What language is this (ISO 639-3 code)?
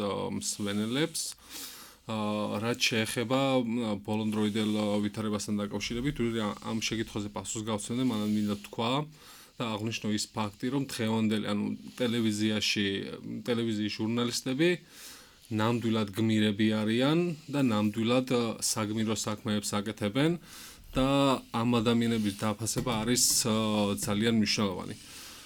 kat